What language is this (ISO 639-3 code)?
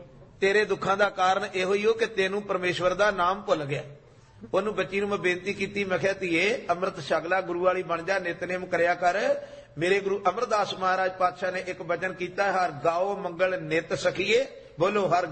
pan